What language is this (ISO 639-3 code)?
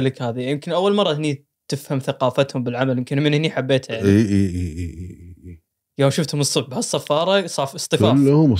afb